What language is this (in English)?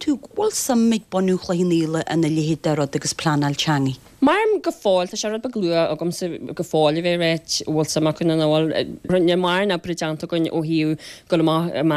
Irish